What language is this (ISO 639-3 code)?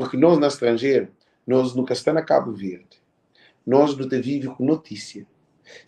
kea